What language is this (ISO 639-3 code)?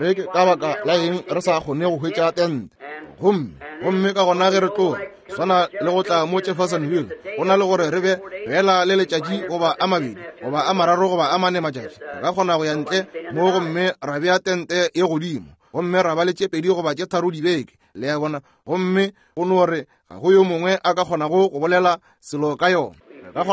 nso